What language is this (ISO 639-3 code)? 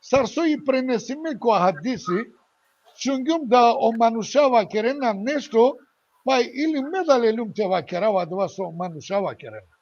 rmn